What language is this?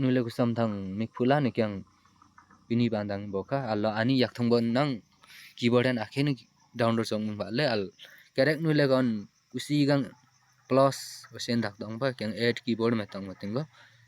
Limbu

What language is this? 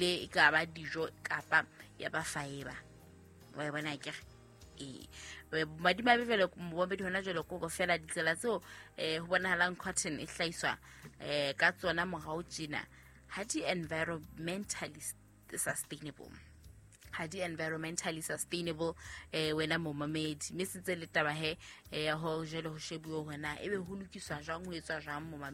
Southern Sotho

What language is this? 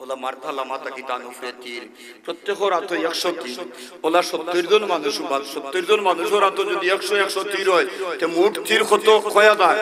Sylheti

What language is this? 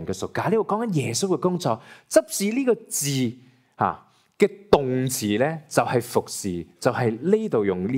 Cantonese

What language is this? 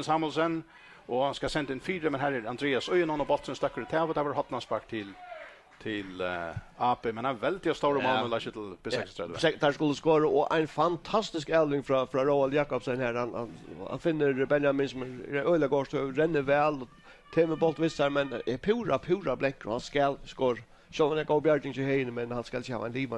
Faroese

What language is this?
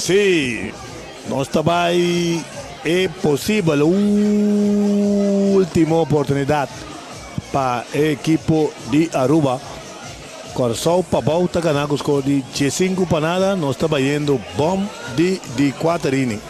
Papiamento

